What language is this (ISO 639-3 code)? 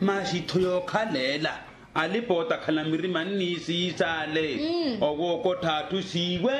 vmw